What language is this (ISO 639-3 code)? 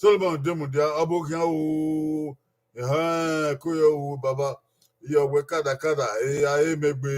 bin